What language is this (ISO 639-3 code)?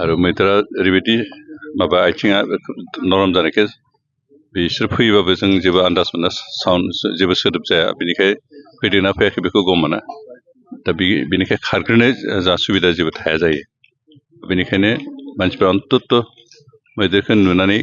brx